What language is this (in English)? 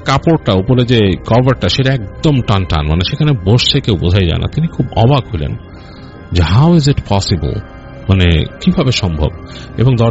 Bangla